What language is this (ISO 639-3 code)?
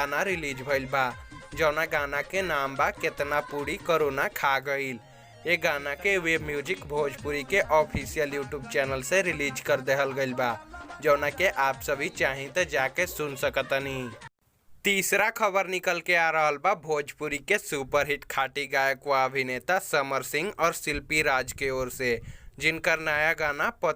bho